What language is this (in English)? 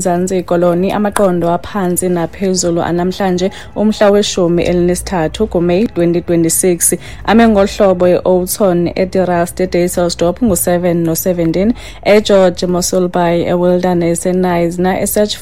Xhosa